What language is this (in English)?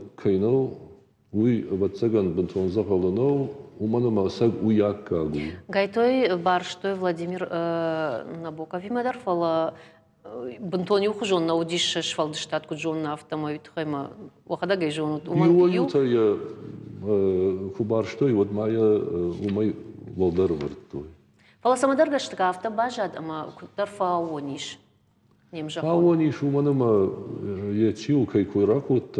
Ossetic